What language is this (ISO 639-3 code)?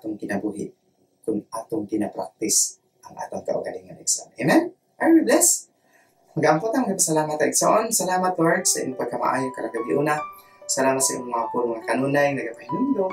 ceb